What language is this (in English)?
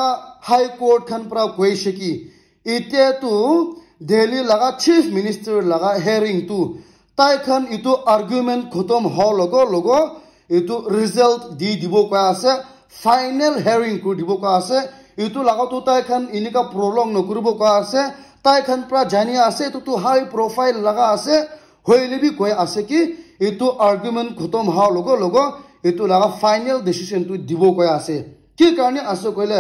Naga Pidgin